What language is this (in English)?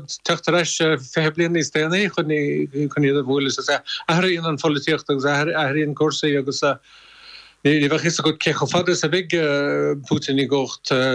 Irish